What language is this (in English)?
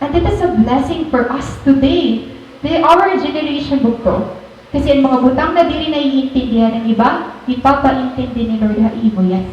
Waray